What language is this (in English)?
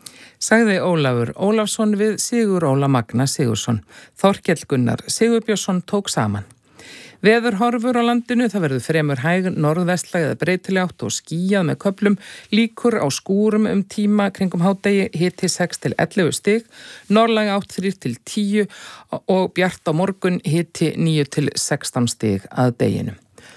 Icelandic